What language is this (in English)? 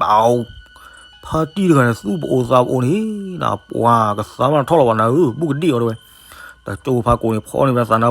S'gaw Karen